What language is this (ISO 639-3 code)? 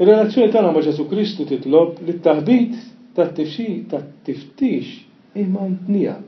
mlt